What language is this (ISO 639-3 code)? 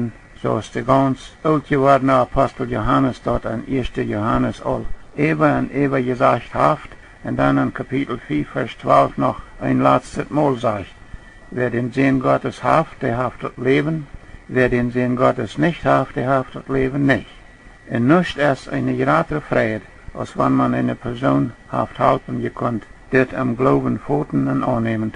pdt